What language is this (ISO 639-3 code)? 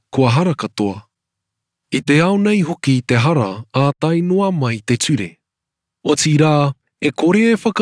mri